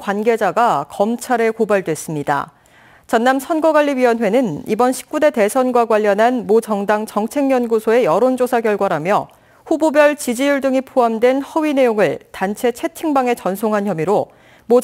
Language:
Korean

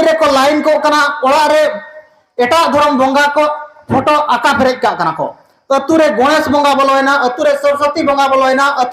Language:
Santali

